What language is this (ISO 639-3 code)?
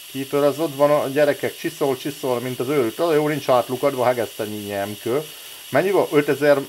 hun